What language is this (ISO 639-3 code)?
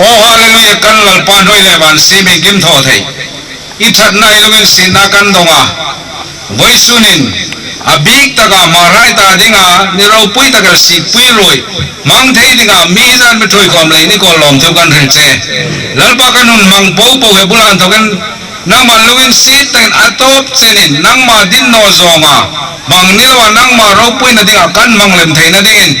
hmr